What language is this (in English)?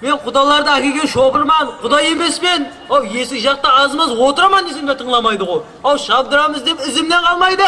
Kara-Kalpak